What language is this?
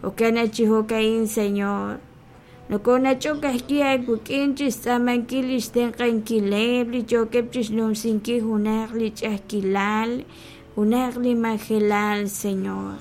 Kekchí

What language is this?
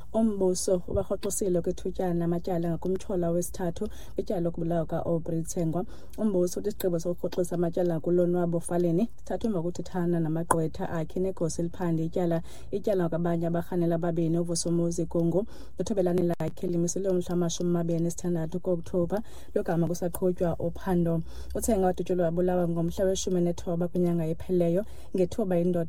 Xhosa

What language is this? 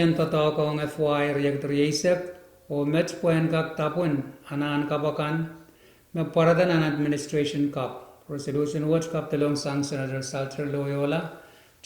Pohnpeian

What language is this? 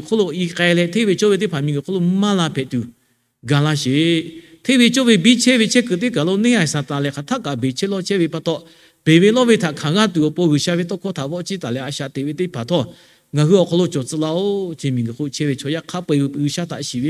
Lahu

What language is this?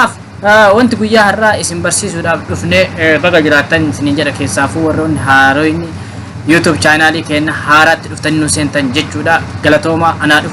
Oromo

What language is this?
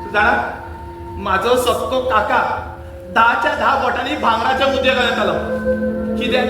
Konkani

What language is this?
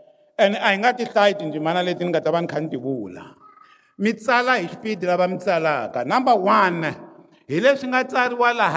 Tsonga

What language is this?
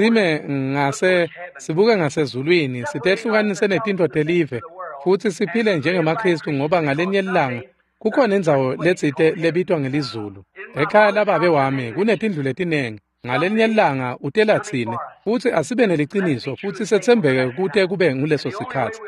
Swati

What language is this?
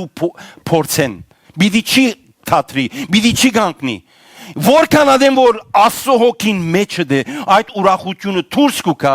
Western Armenian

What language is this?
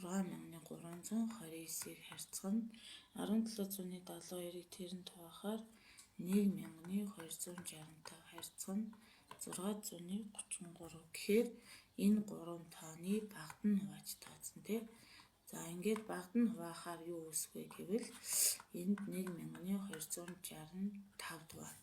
Mongolian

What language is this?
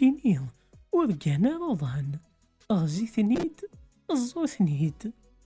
Kabyle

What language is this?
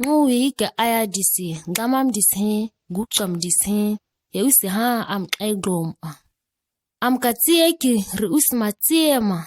ǁGana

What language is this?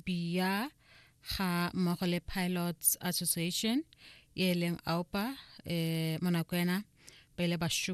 Tswana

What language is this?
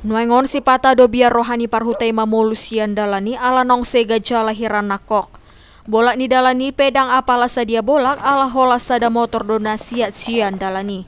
Batak Toba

